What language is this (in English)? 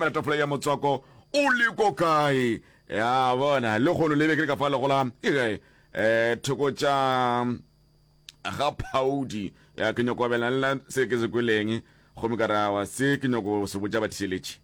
Northern Sotho